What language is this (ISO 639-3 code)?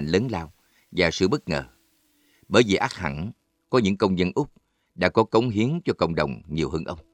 vie